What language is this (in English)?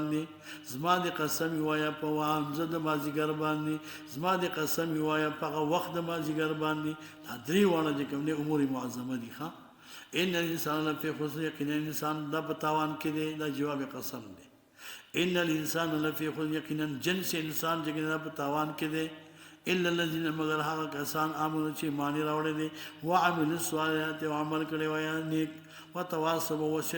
Pashto